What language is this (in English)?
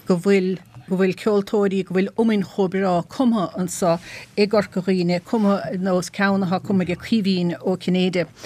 Irish